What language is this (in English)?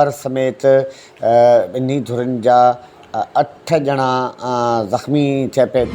Sindhi